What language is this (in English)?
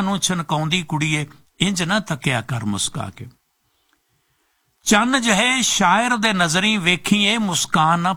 Punjabi